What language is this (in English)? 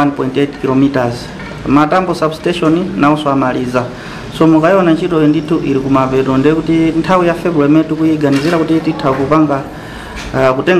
Nyanja